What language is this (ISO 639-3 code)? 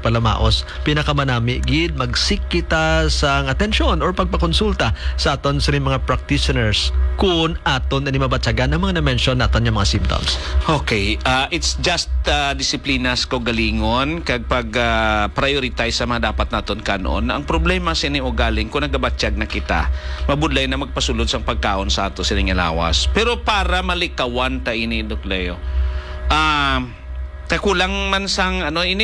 hil